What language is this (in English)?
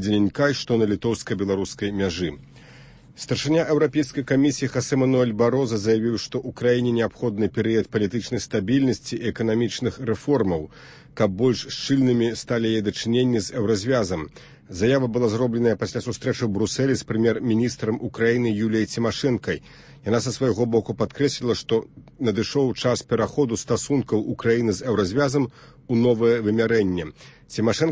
Belarusian